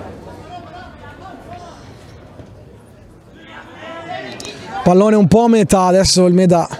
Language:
Italian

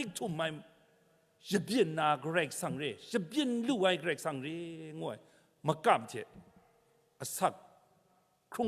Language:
Kachin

